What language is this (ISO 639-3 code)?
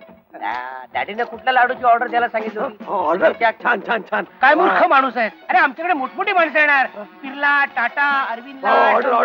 mar